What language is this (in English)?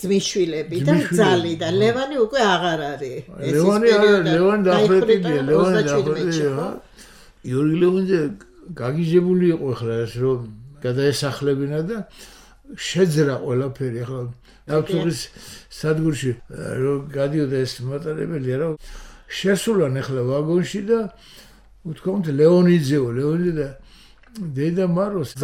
Georgian